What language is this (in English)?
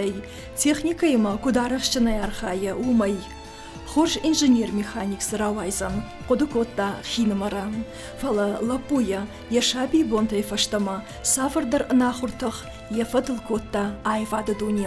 Ossetic